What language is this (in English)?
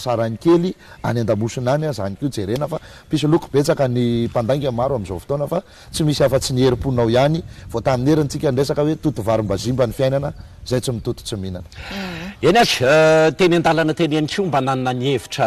Malagasy